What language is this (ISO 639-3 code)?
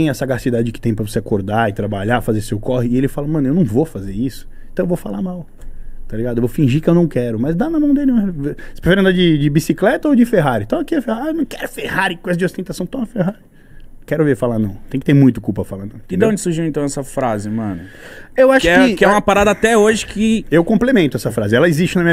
por